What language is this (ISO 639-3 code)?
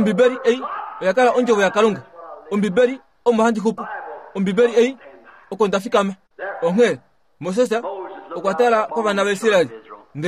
kua